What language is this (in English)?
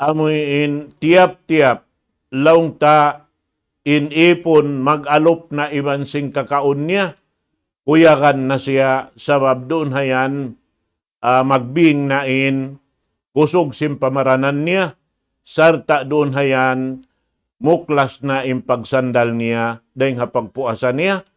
Tausug